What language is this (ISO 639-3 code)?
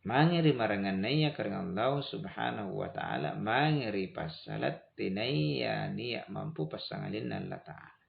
mak